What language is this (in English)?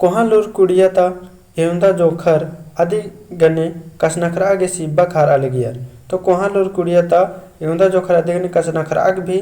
Kurukh